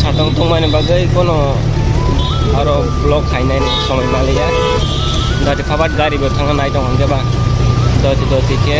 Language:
Kok Borok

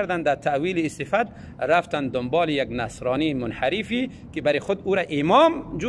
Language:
Tajik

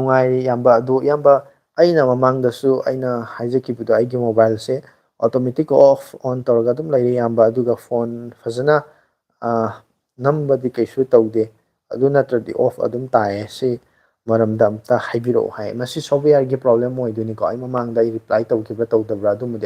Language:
Manipuri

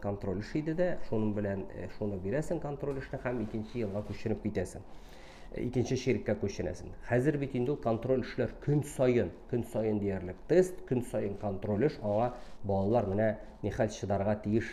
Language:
Tatar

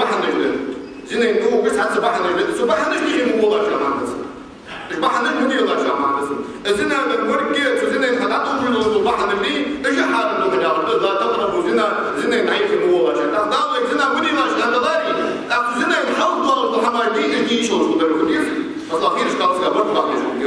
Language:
Ingush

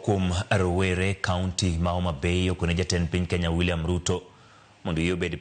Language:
Luo (Kenya and Tanzania)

